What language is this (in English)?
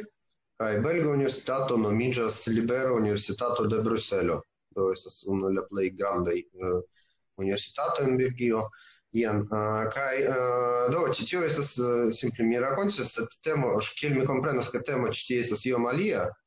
Esperanto